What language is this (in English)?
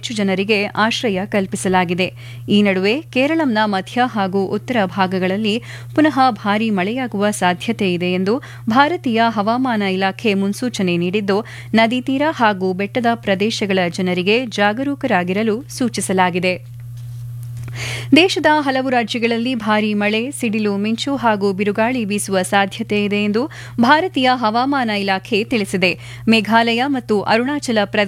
Kannada